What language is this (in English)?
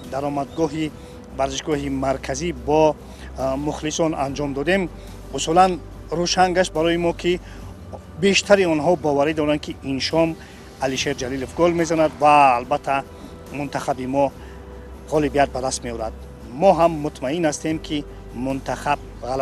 Tajik